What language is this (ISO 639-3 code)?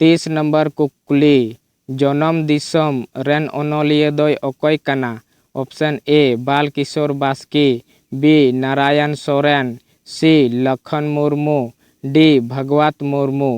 sat